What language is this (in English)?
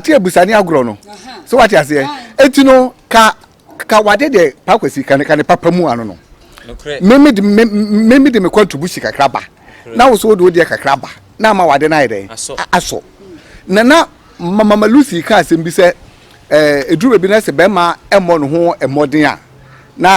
Akan